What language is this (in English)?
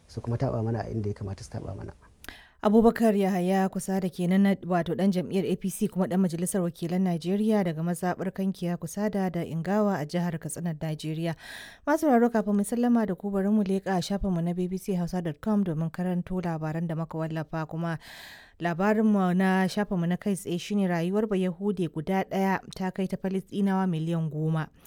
Hausa